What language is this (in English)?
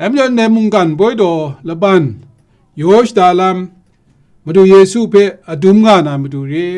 Kachin